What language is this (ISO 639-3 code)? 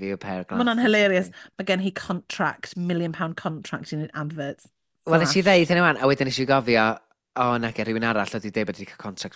cym